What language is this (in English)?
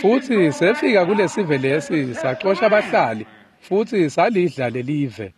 Swati